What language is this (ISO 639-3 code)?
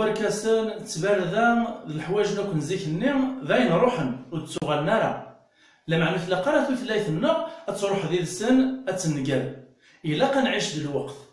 kab